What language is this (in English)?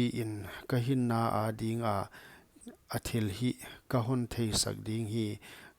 Paite Chin